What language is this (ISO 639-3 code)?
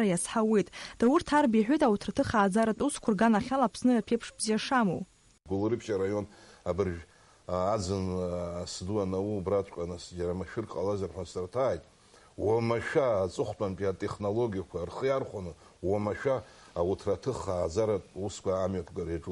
abk